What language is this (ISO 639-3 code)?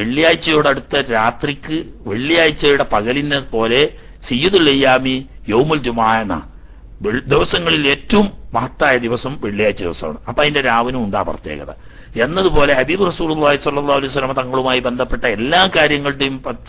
mal